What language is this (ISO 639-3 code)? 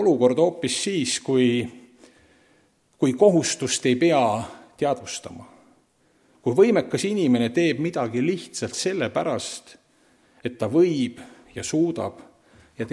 est